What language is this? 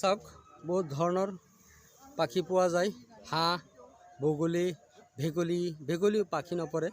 Assamese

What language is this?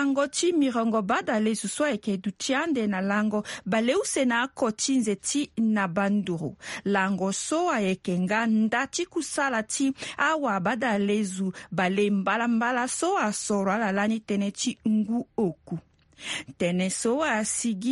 Sango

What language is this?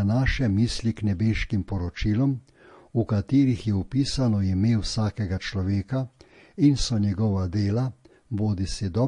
Slovenian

